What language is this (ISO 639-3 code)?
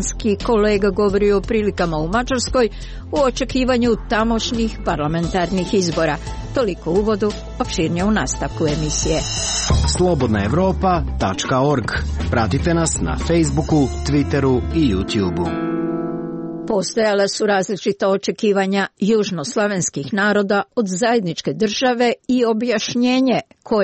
hrv